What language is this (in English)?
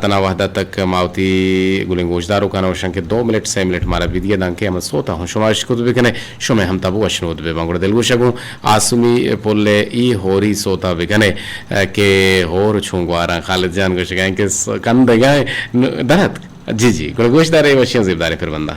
Eastern Balochi